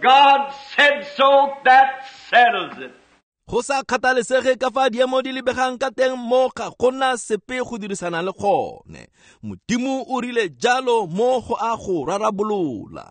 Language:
Tswana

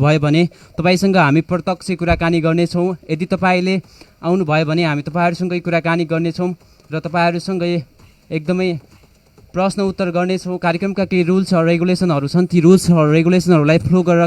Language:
Nepali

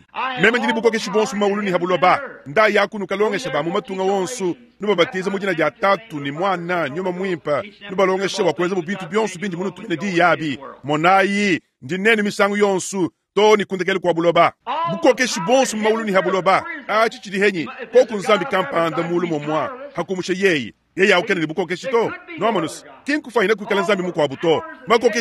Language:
Luba-Lulua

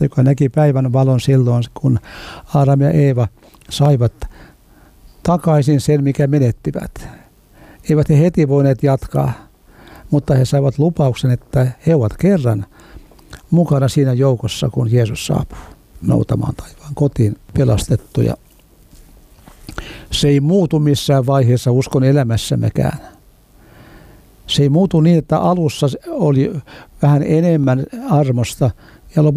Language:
Finnish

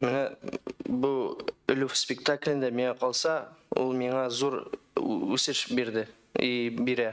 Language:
Tatar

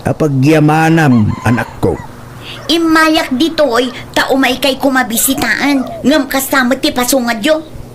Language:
Iloko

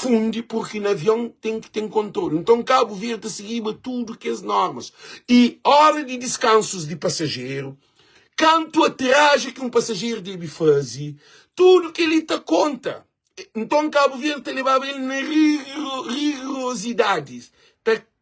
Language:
Kabuverdianu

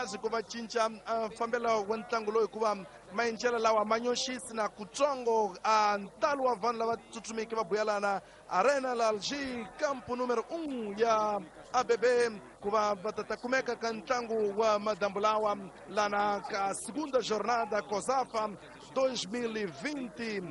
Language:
Tsonga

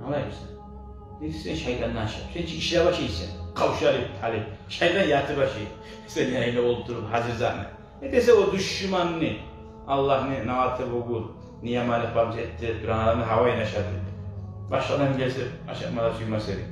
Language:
Kumyk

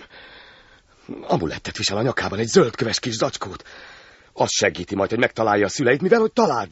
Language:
Hungarian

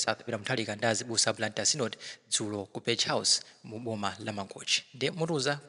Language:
Nyanja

